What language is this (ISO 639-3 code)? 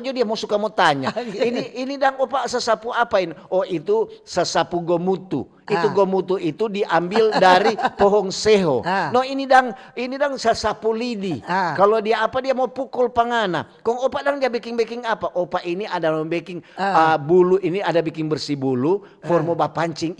xmm